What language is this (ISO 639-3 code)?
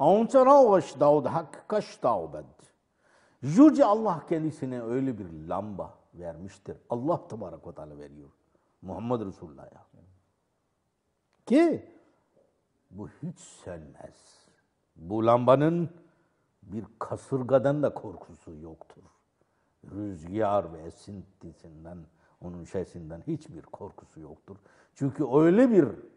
tur